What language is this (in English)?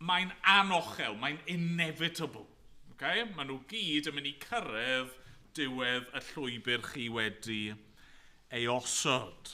Welsh